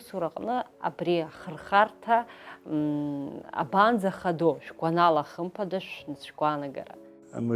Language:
Abkhazian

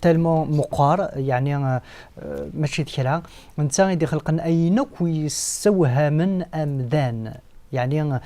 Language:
Kabyle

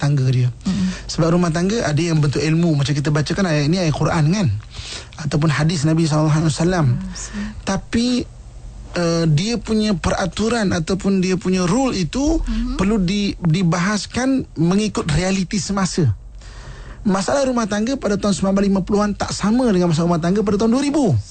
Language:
Malay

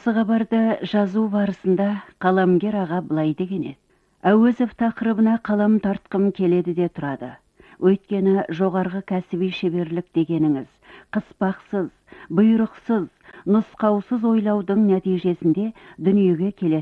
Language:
Kazakh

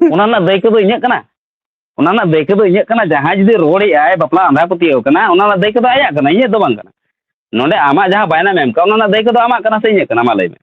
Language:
Santali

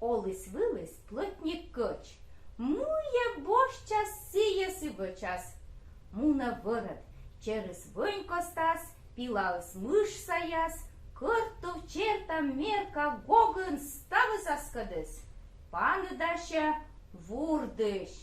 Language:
Komi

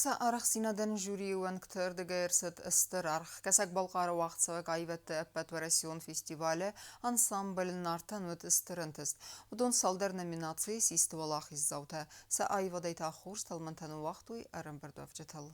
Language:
Ossetic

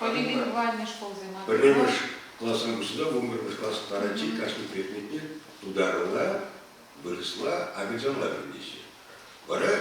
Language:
Chuvash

